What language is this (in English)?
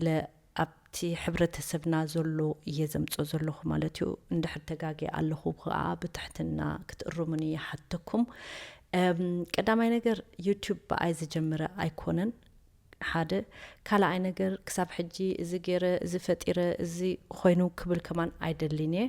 Tigrinya